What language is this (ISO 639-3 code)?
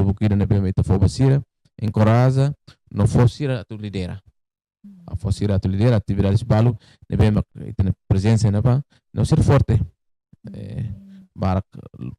tet